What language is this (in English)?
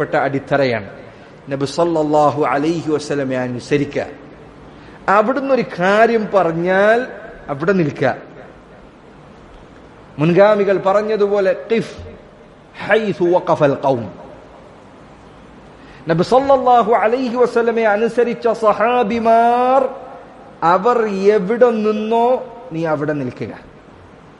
Malayalam